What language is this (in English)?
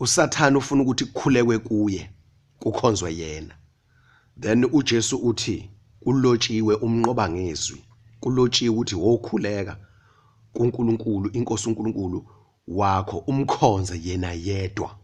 Zulu